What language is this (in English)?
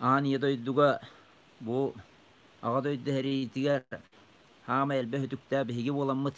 Yakut